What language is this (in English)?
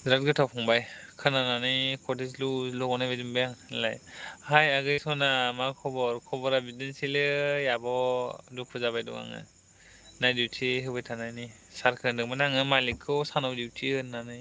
Bodo